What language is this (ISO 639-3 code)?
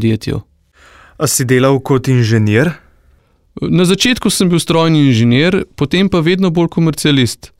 slv